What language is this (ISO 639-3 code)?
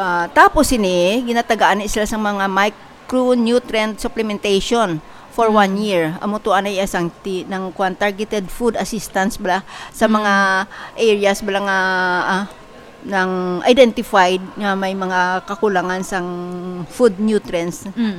hil